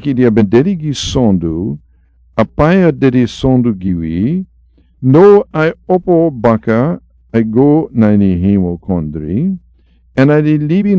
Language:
Sranan Tongo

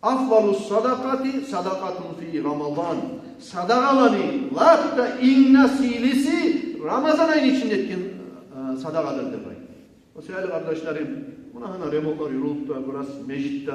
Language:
Kumyk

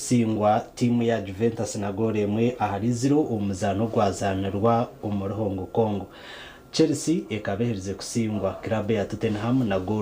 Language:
Nyankole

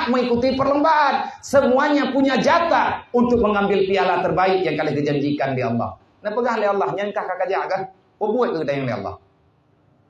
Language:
Achinese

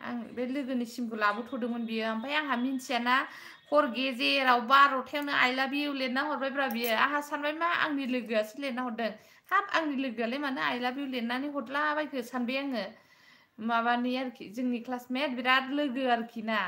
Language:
Bodo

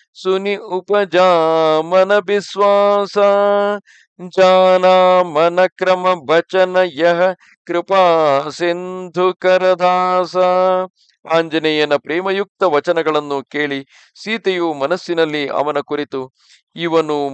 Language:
Kannada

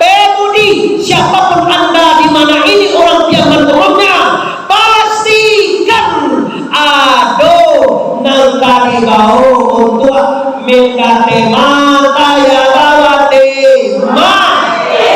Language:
Minangkabau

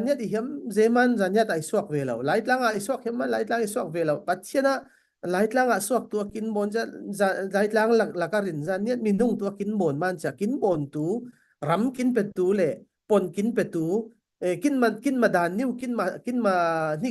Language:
Falam Chin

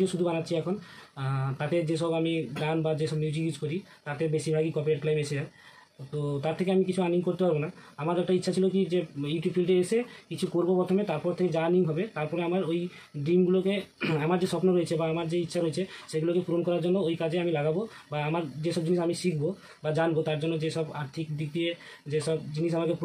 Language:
Bangla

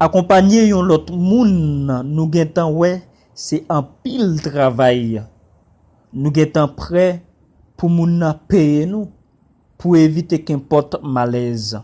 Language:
Haitian Creole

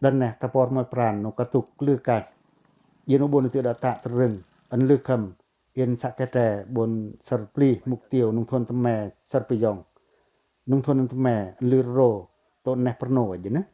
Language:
Pacoh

